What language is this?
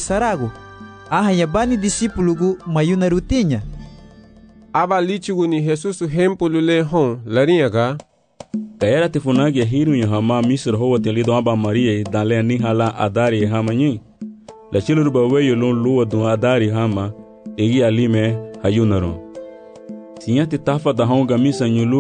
Garifuna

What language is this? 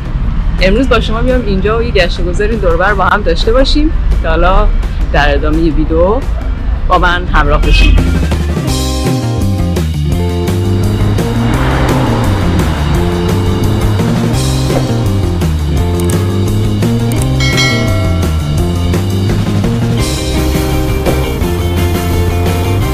Persian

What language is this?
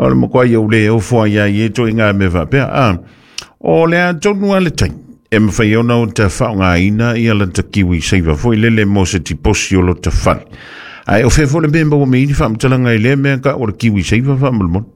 Samoan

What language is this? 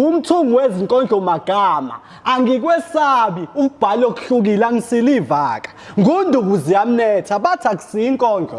Zulu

